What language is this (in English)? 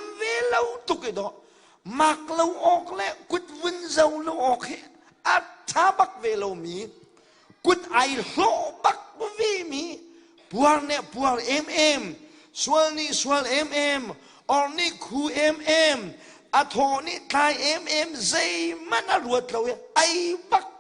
Hakha Chin